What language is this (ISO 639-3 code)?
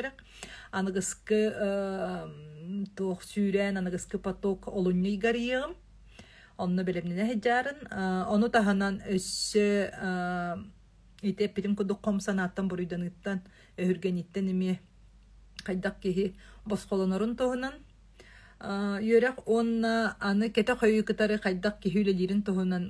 sah